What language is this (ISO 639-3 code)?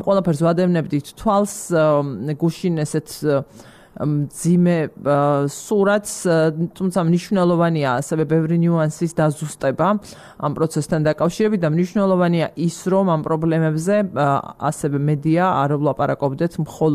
kat